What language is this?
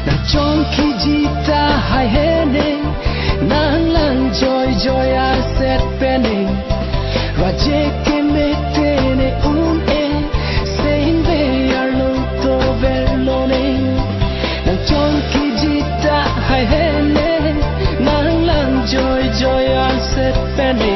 Karbi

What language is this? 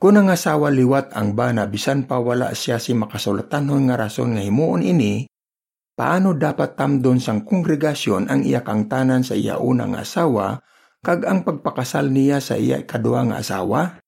Hiligaynon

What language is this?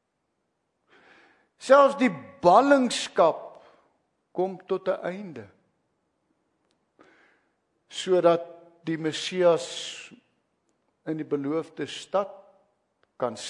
Afrikaans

